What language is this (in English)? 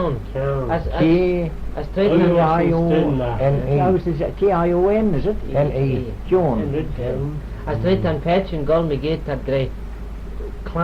Manx